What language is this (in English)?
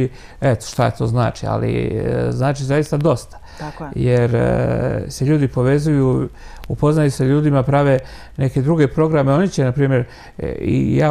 Serbian